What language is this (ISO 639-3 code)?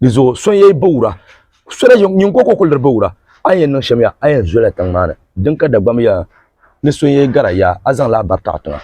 dag